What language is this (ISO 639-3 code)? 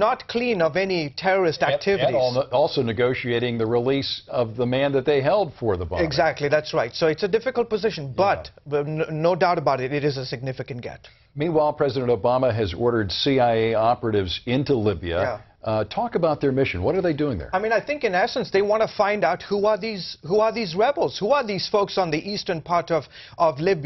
eng